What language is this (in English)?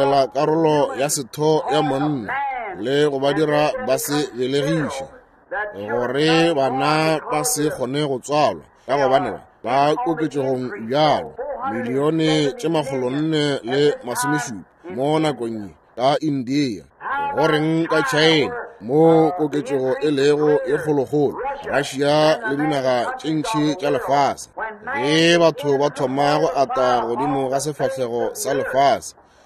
Northern Sotho